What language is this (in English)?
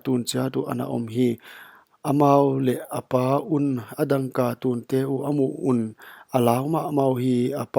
Paite Chin